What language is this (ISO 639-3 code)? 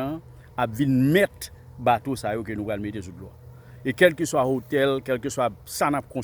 hat